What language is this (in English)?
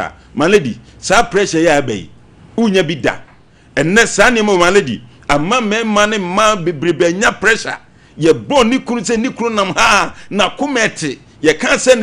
Akan